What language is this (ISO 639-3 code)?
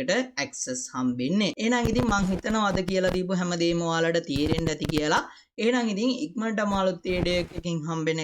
sin